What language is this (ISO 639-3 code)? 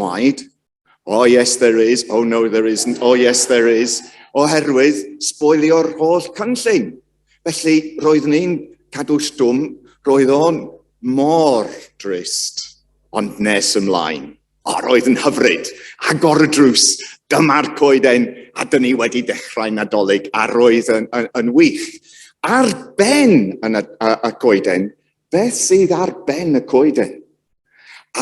cym